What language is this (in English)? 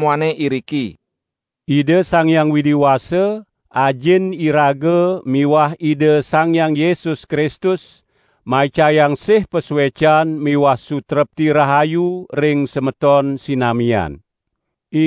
Balinese